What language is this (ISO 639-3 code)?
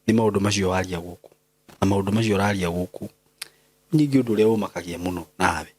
kik